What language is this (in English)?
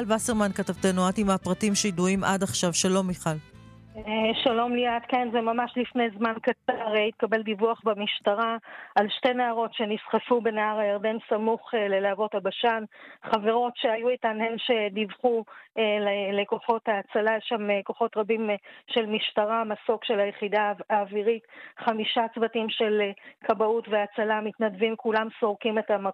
Hebrew